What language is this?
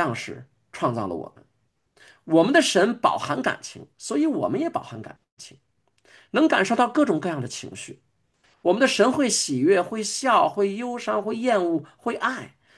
Chinese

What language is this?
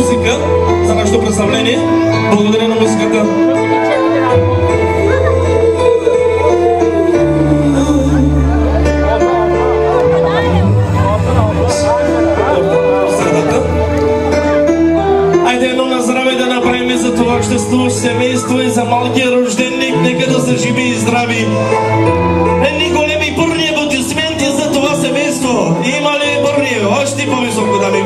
Bulgarian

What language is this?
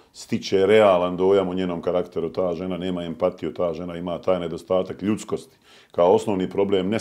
Bosnian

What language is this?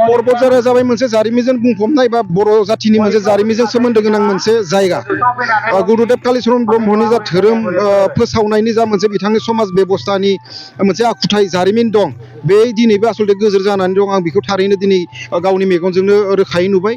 Bodo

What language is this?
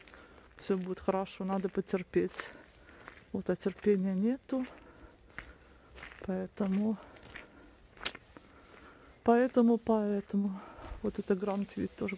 Russian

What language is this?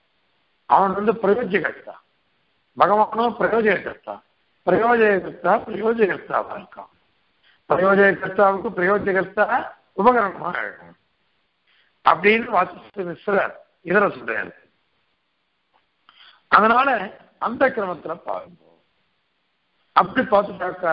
Tamil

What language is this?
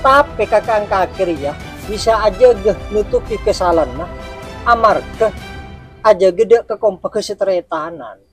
Madurese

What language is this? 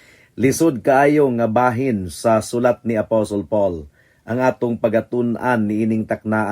Cebuano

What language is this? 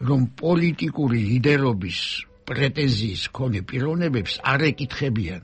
Georgian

